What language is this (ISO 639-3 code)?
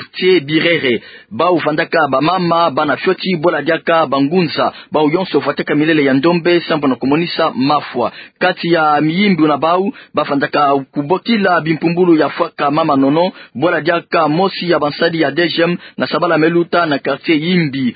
ktu